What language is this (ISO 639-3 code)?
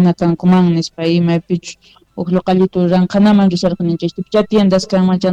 quh